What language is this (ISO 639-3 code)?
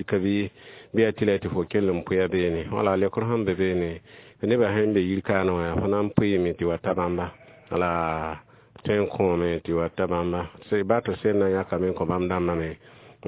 mos